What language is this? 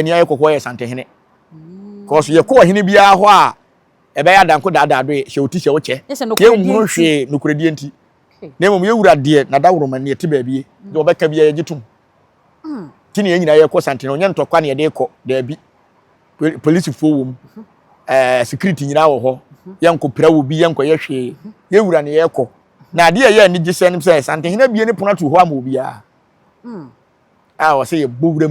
Akan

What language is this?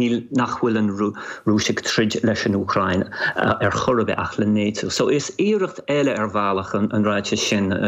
Irish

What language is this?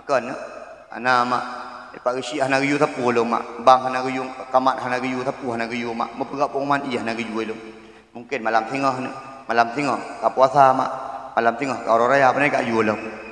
Achinese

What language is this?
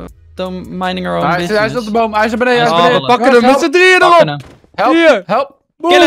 Dutch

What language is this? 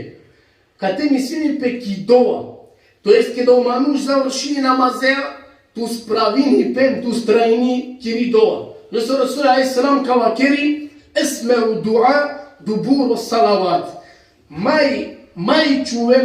Balkan Romani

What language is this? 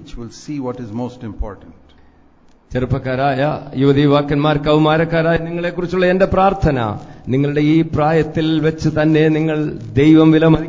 Malayalam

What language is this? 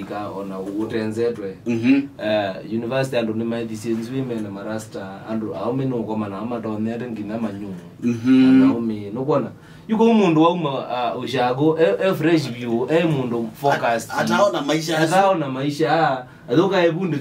Kamba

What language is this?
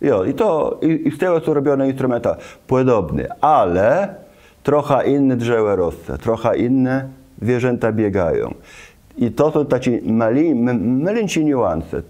Kashubian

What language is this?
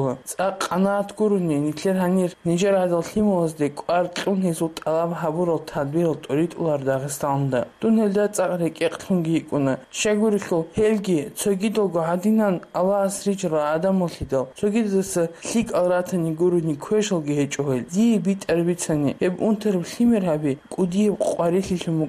Avaric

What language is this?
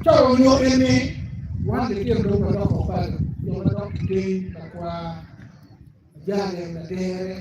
Acoli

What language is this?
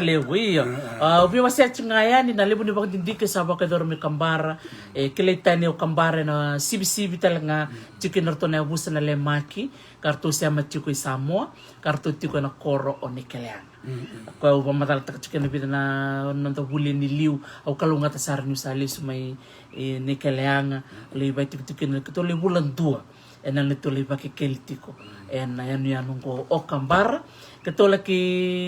Fijian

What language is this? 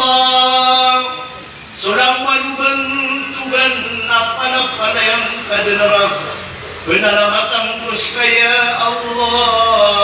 Maranao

